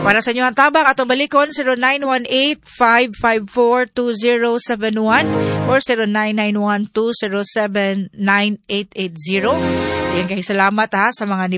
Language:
Cebuano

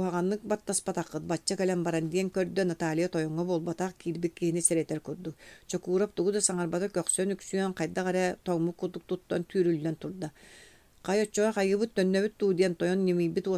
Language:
Yakut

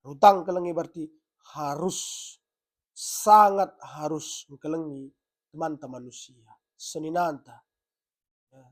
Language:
Batak Karo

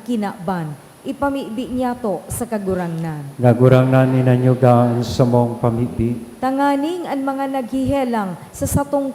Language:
Bikol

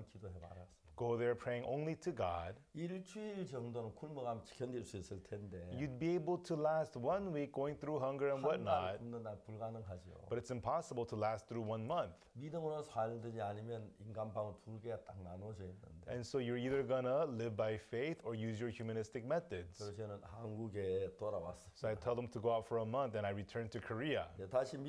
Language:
Korean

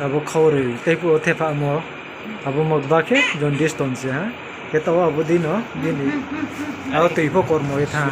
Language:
Riang (India)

